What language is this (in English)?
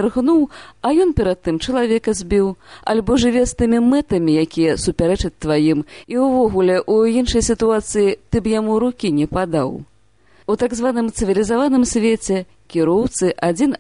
Belarusian